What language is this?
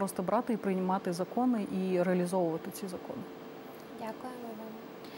Ukrainian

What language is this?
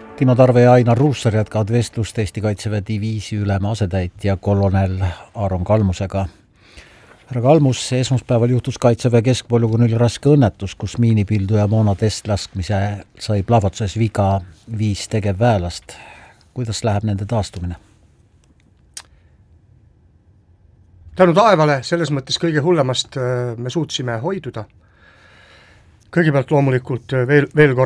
Estonian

